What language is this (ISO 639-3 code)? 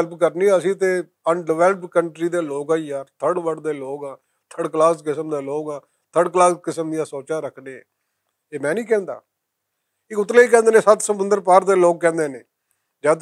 lah